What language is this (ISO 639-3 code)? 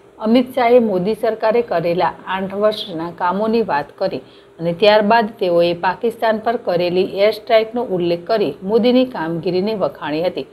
guj